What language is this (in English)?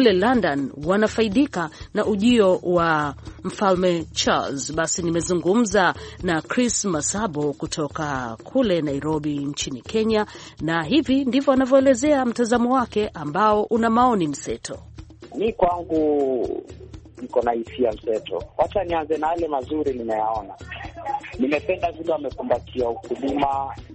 Swahili